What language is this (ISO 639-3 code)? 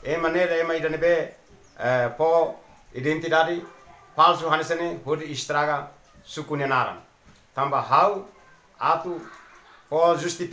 tet